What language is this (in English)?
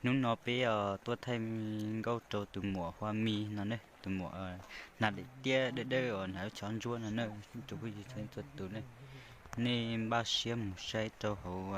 Hmong